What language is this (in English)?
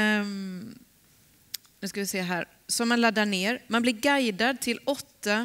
Swedish